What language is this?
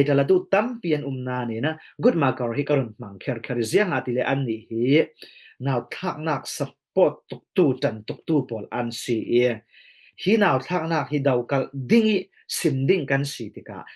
Falam Chin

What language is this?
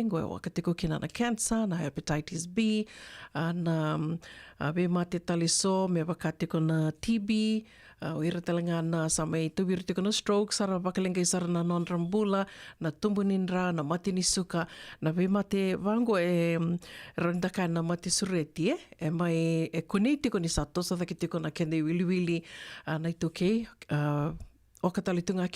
Fijian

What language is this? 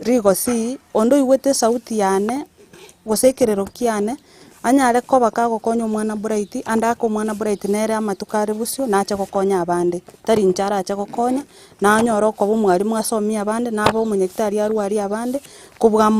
Gusii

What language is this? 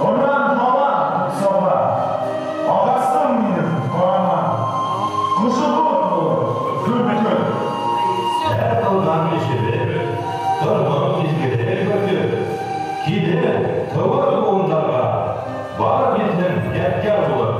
Bashkir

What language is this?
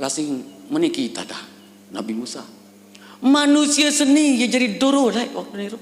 Sasak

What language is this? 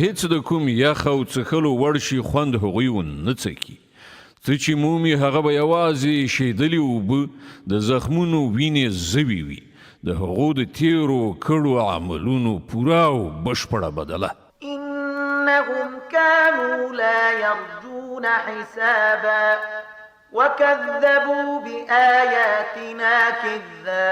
Pashto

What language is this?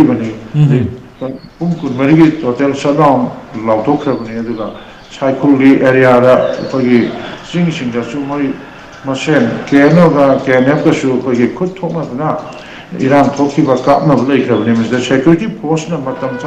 Manipuri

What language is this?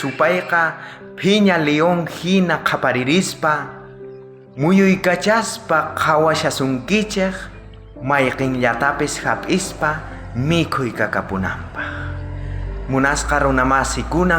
South Bolivian Quechua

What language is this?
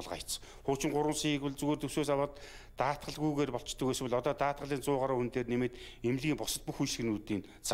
Mongolian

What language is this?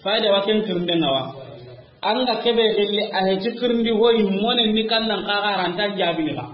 Soninke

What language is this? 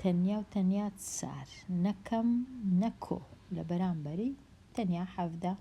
Central Kurdish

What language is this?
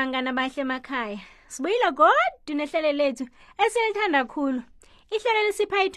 South Ndebele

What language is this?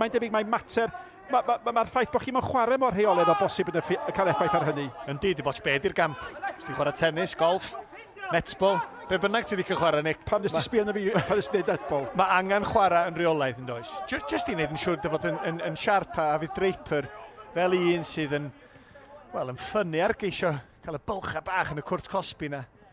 Welsh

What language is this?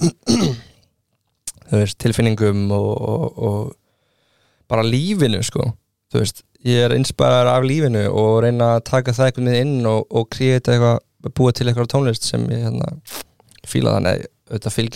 Icelandic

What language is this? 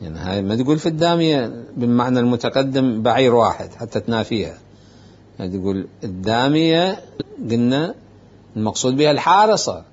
Mesopotamian Arabic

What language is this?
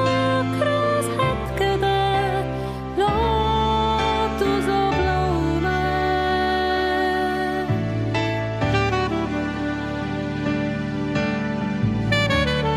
Estonian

